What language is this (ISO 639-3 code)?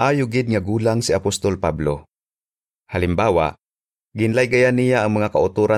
hil